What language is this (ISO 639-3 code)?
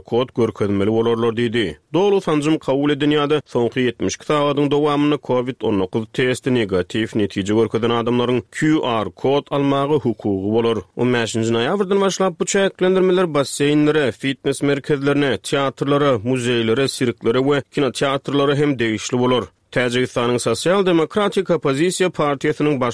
tuk